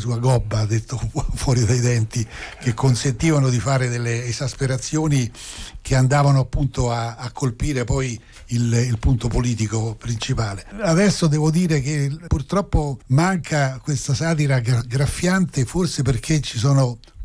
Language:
Italian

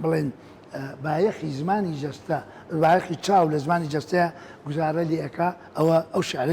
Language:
Central Kurdish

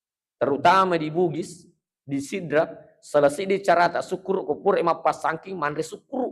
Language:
Buginese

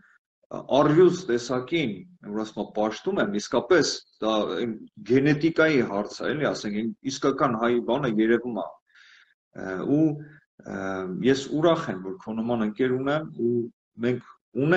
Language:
Armenian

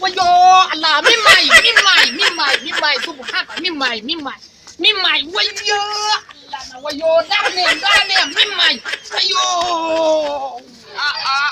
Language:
Hausa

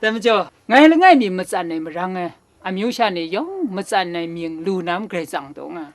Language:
Kachin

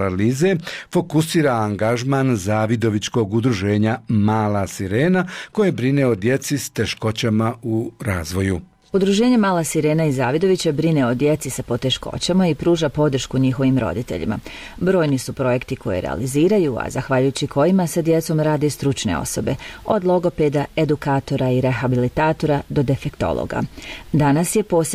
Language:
Bosnian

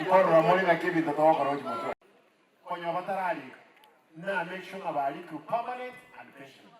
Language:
Gusii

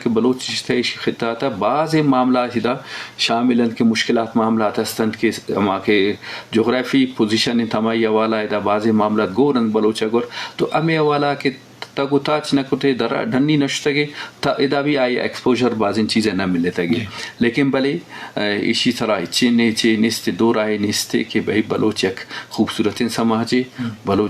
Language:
Eastern Balochi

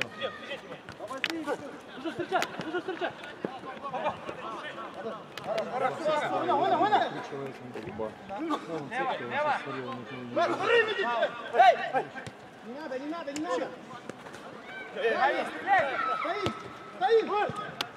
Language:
Russian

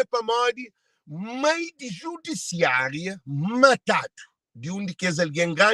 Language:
Kabuverdianu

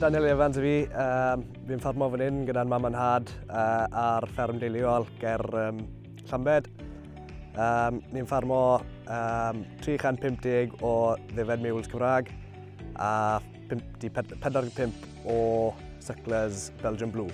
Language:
Welsh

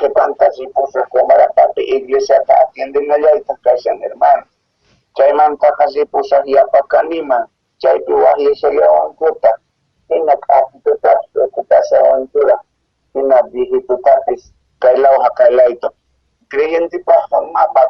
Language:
South Bolivian Quechua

